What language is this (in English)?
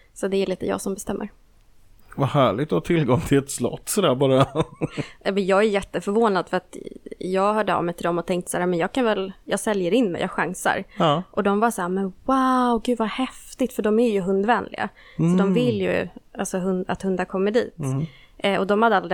Swedish